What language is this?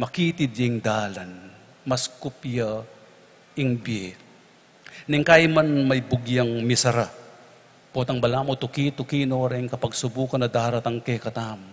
Pampanga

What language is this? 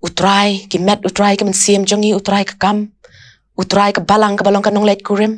Khasi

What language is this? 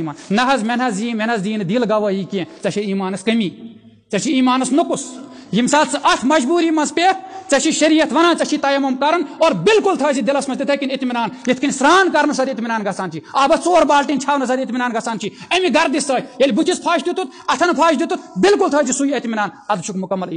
Kashmiri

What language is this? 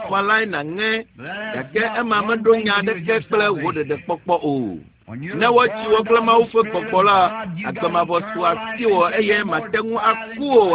Ewe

